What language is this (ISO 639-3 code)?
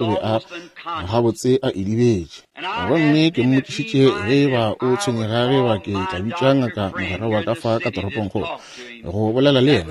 nso